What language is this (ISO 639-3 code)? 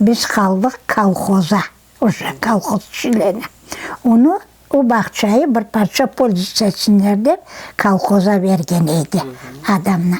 crh